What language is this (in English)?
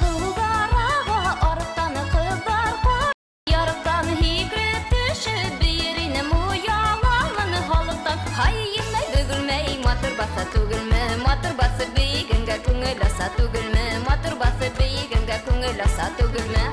Bashkir